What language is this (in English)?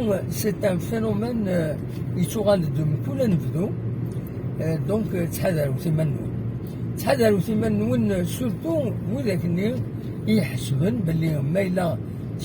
Kabyle